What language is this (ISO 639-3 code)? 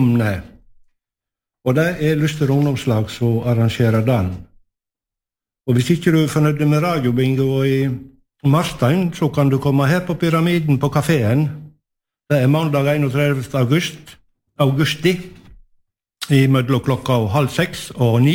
nor